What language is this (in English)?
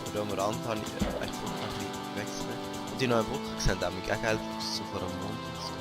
Swiss German